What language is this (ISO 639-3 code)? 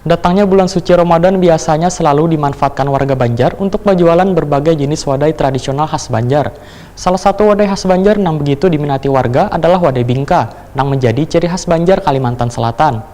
bjn